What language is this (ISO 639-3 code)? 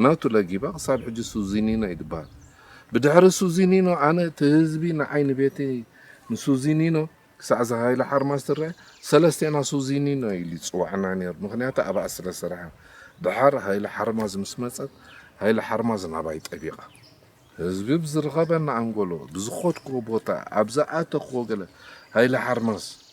tir